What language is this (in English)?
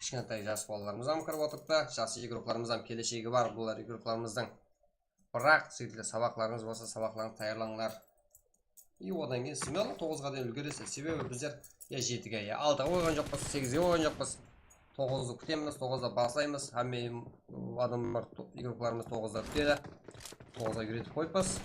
Kara-Kalpak